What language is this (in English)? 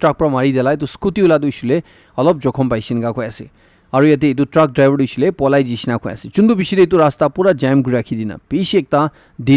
Naga Pidgin